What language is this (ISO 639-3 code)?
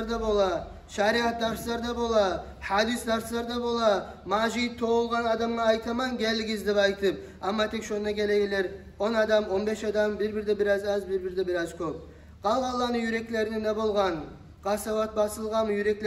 kum